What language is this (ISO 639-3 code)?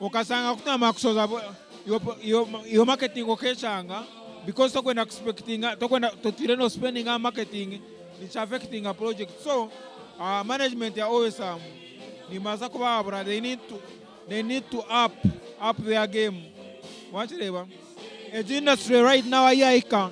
nyn